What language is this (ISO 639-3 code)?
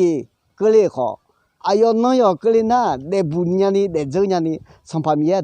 ahk